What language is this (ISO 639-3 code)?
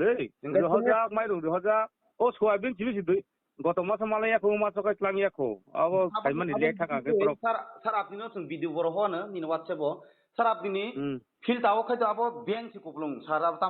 trp